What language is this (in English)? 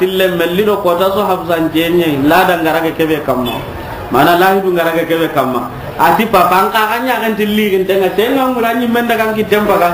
Soninke